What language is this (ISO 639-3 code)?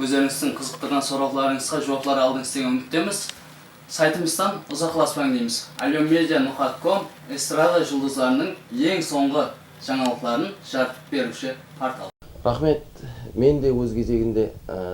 kaa